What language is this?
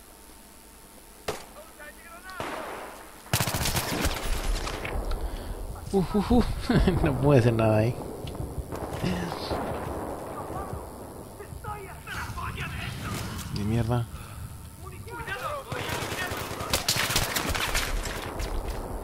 Spanish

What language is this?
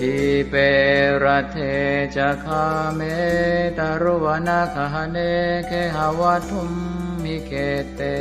Pali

